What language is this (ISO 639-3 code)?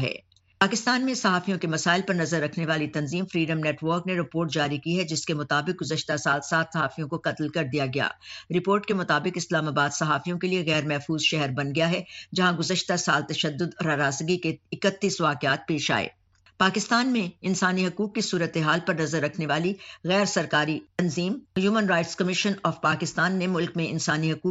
urd